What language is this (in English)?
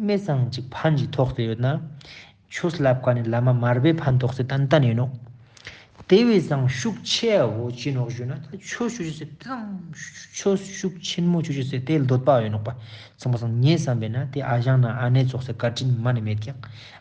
Ladakhi